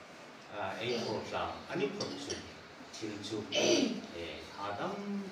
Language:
Hmar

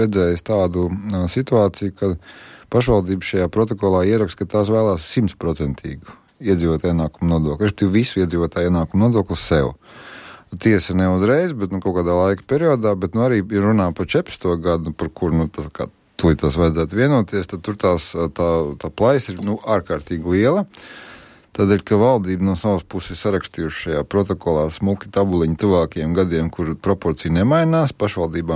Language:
Latvian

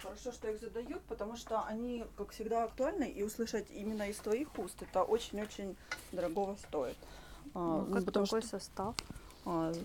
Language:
Russian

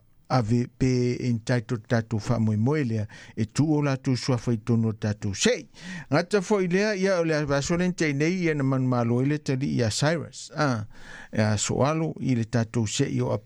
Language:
Samoan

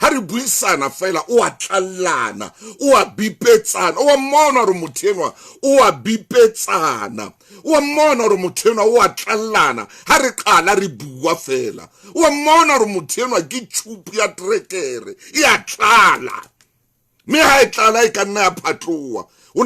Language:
Southern Sotho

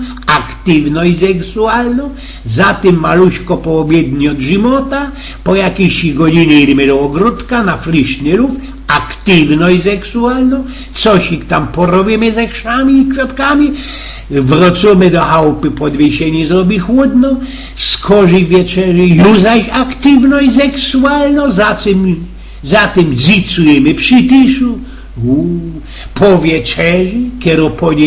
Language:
Silesian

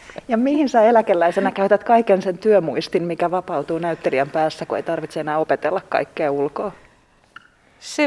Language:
Finnish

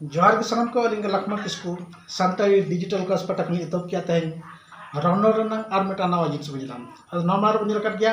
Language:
Santali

